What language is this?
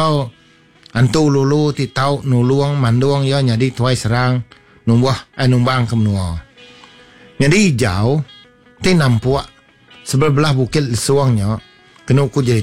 Iban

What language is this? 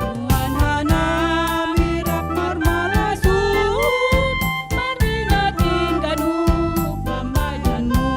Batak Simalungun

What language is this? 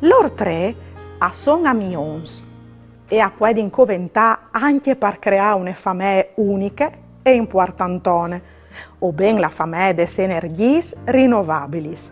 Friulian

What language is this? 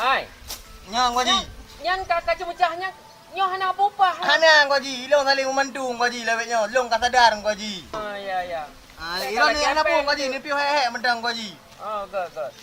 Achinese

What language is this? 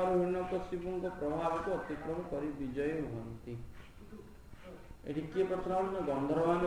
Odia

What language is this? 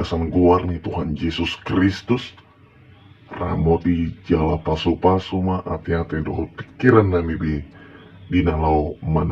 Batak Toba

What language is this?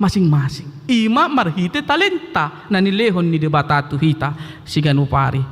Batak Toba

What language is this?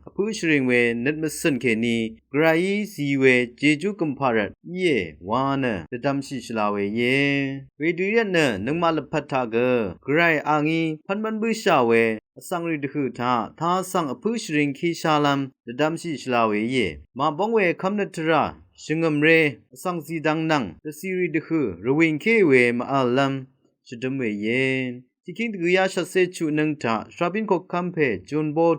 Rawang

